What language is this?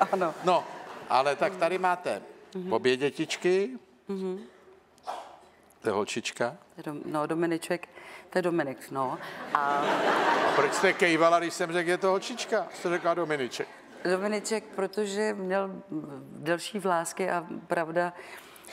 Czech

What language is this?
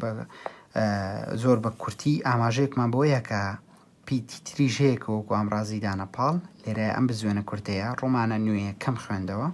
Central Kurdish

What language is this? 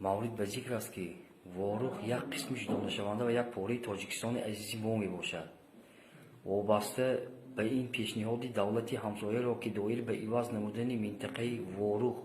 Tajik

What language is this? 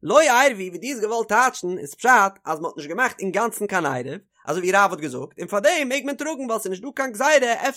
Yiddish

